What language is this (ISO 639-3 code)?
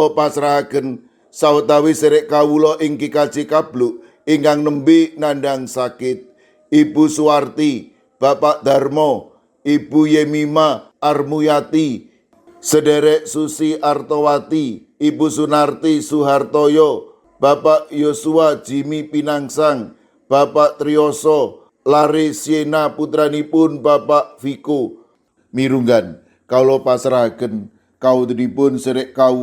jav